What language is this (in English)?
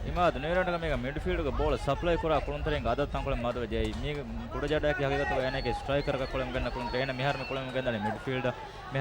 Divehi